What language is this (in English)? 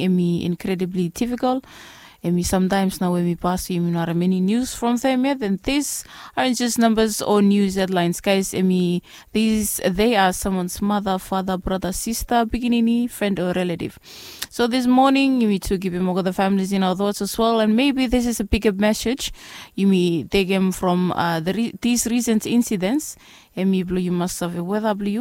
Bislama